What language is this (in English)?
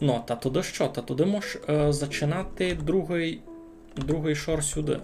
Rusyn